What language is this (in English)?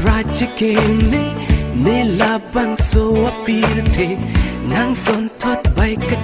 Karbi